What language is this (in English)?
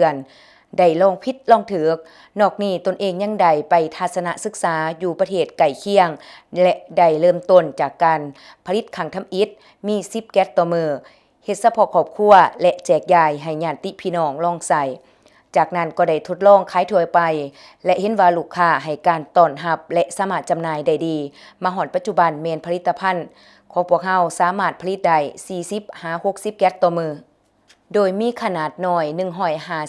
Lao